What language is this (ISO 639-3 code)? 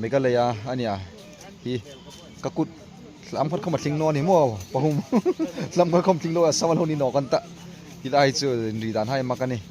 hmr